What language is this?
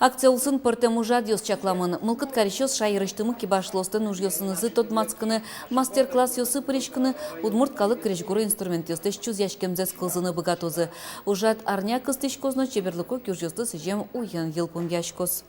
Udmurt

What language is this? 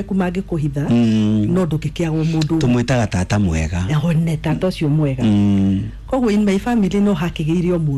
Kikuyu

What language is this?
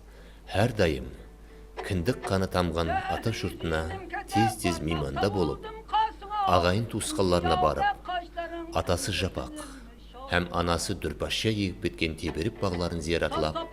Kara-Kalpak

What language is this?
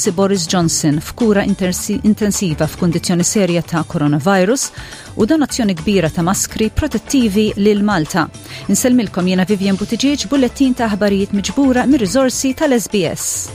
Maltese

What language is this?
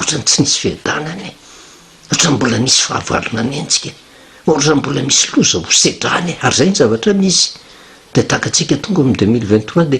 Malagasy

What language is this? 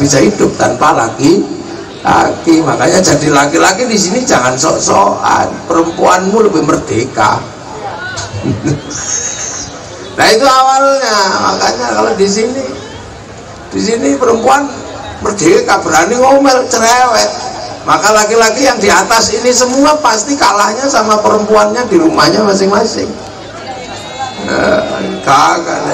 Indonesian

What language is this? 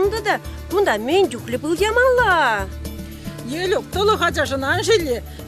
Chuvash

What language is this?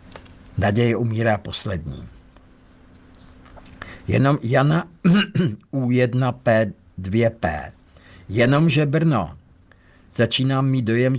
Czech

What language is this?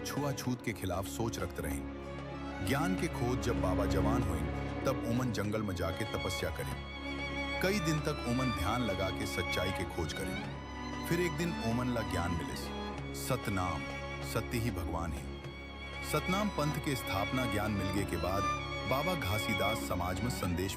Chhattisgarhi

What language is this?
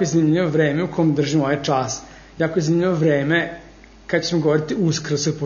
Serbian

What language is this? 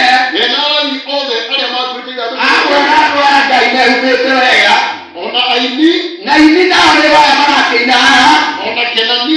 Kikuyu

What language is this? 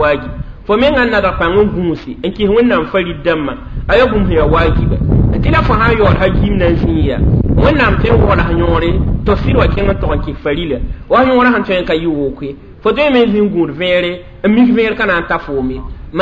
Mossi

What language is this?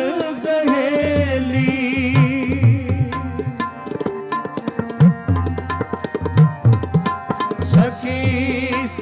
Hindi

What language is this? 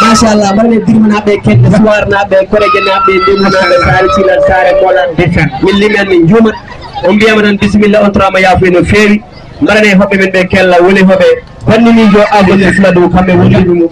Fula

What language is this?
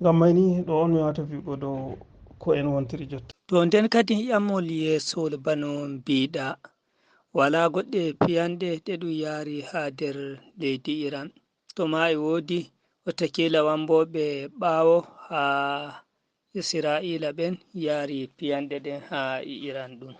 Fula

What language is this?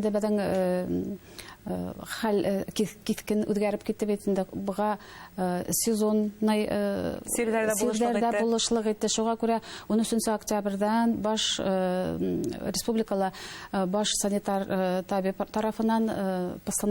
Bashkir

